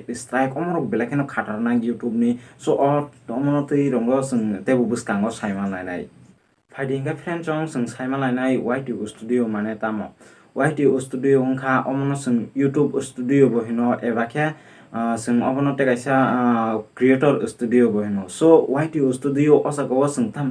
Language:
Kok Borok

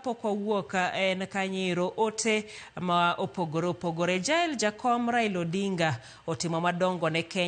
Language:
Luo (Kenya and Tanzania)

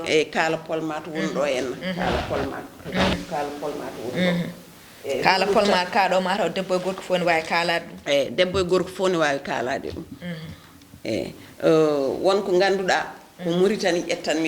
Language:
Fula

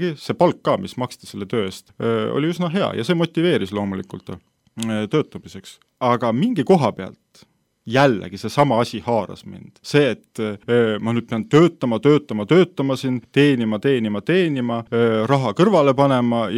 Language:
Estonian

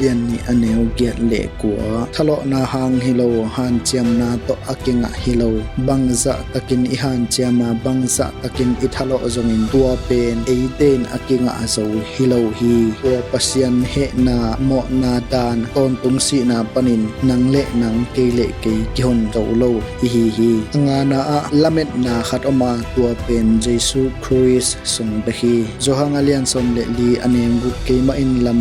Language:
Tedim Chin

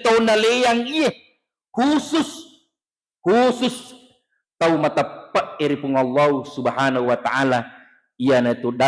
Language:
Buginese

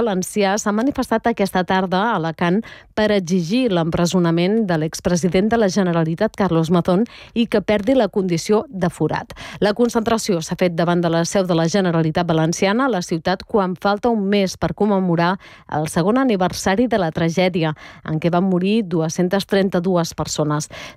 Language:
Catalan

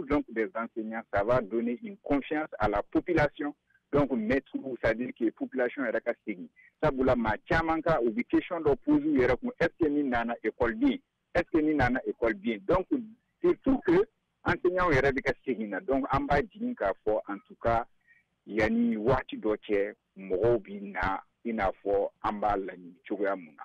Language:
Bambara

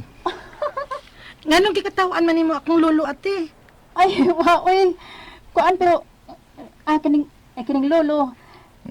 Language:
Cebuano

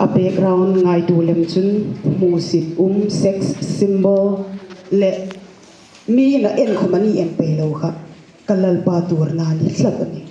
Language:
Hmar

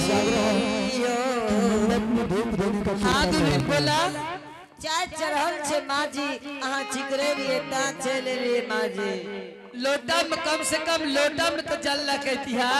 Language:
Angika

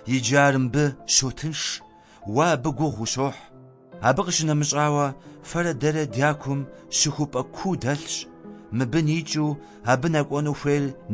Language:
Kabardian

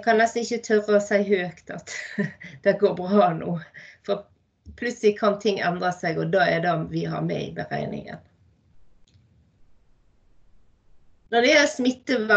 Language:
Norwegian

